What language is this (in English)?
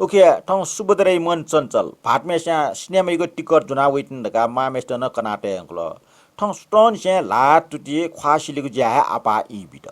Newari